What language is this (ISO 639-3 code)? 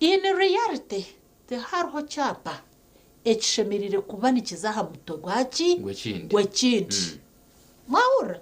nyn